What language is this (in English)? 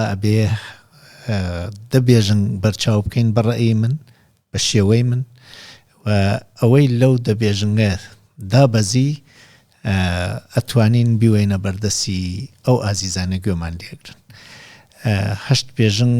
Central Kurdish